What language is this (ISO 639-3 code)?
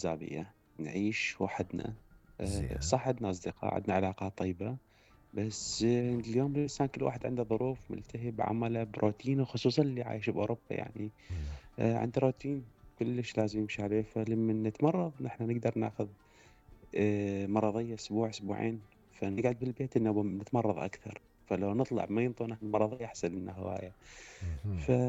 acm